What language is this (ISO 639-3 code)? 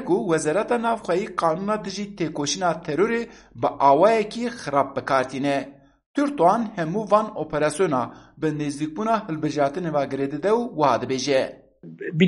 kur